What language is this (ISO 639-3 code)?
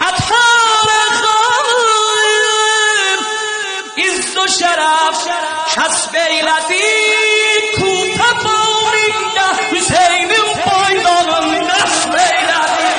azb